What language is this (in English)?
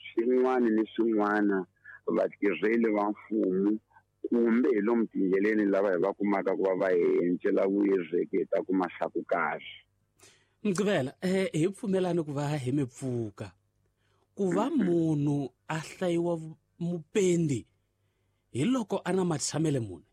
Tsonga